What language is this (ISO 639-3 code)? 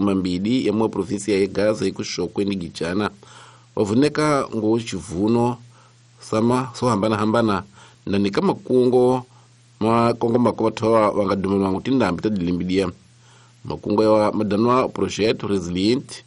tso